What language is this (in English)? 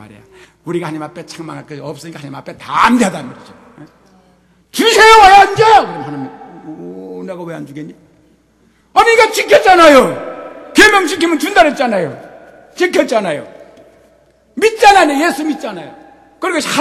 Korean